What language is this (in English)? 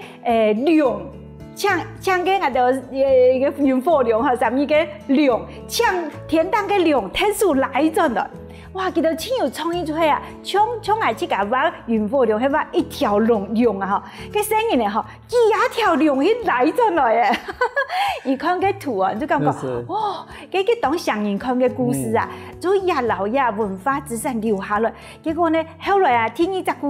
Hakka Chinese